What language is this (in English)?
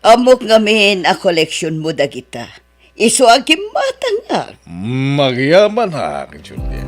Iloko